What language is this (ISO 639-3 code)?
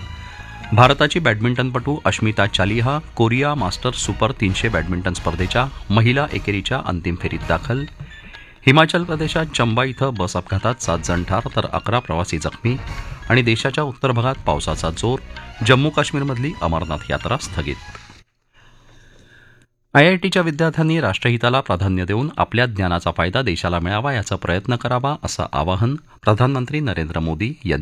mar